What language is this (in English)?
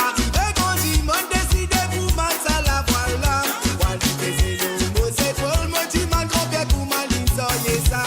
Morisyen